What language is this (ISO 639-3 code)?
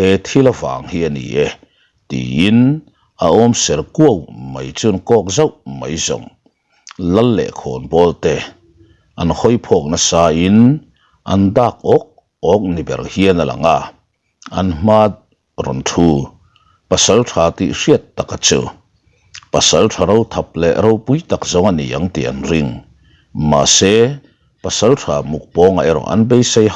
lus